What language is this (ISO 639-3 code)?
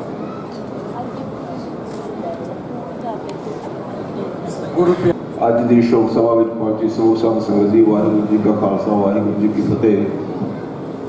hin